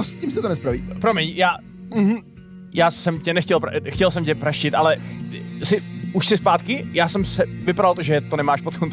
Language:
Czech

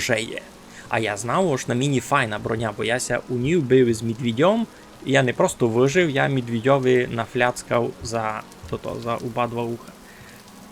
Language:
Rusyn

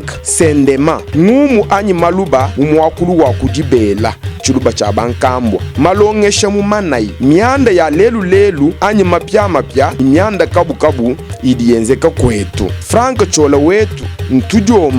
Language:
Luba-Lulua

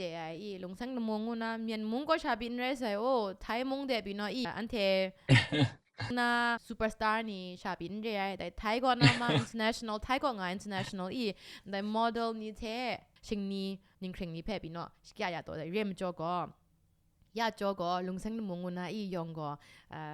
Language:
Kachin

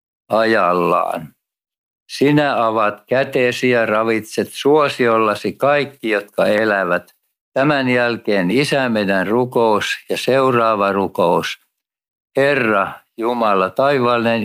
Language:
Finnish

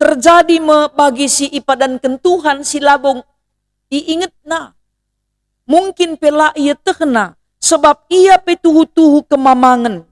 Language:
Batak Karo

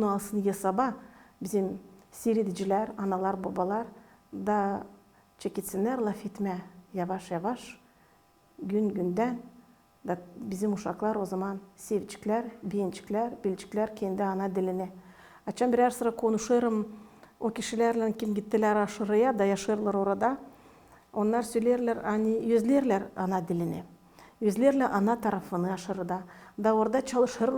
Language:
Gagauz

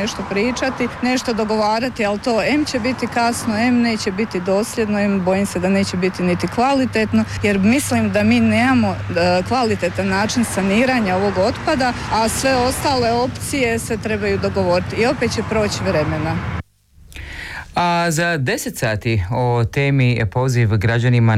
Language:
Croatian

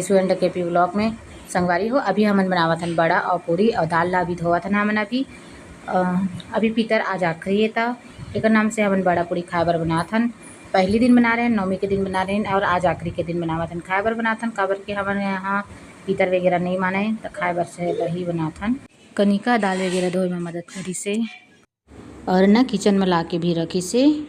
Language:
Chhattisgarhi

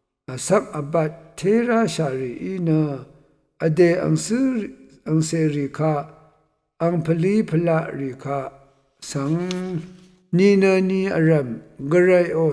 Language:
Rawang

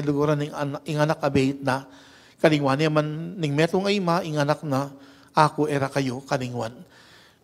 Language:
Pampanga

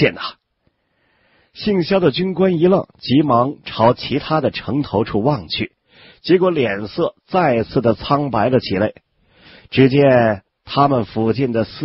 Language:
Chinese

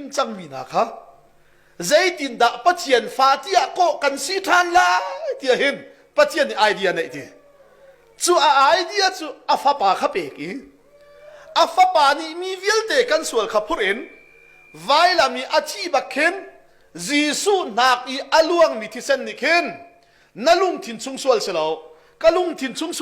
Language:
Hakha Chin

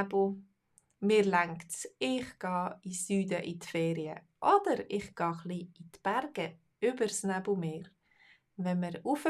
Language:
Swiss German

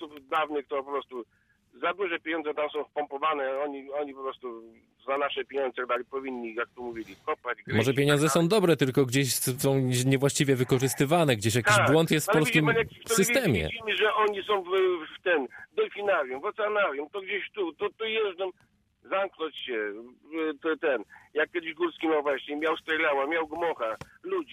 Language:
Polish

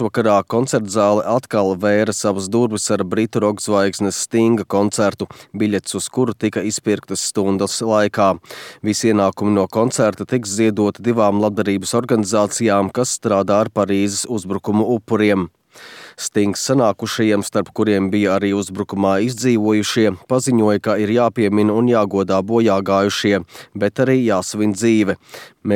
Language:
Latvian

